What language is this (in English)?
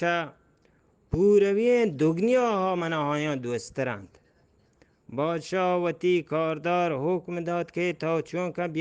Eastern Balochi